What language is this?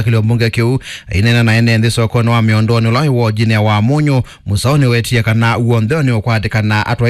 Kamba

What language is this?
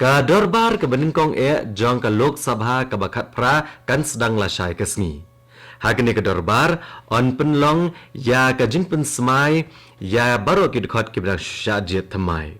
Khasi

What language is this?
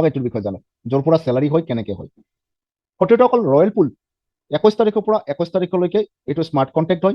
Assamese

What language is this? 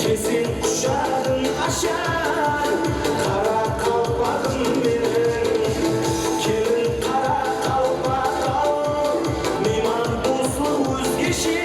Kara-Kalpak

